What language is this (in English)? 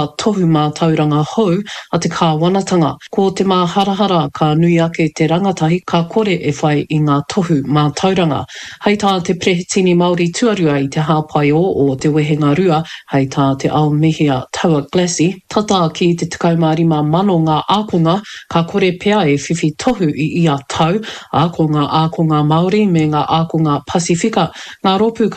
Māori